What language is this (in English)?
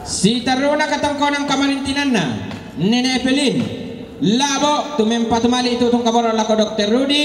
Toraja-Sa'dan